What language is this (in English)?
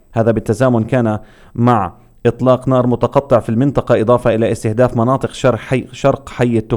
Arabic